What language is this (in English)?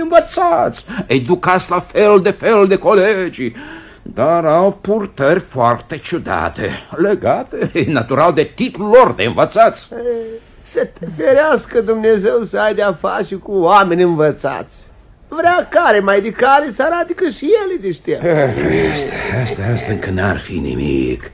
Romanian